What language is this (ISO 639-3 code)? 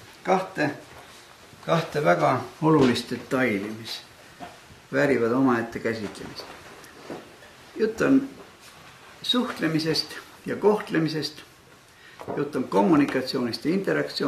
est